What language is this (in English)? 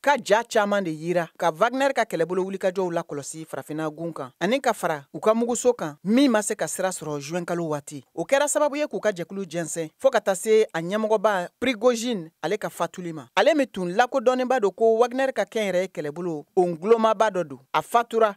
Bambara